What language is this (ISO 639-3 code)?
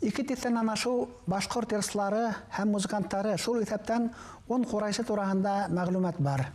bak